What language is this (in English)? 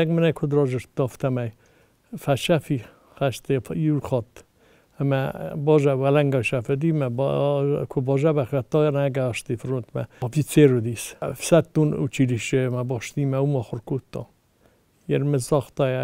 Ossetic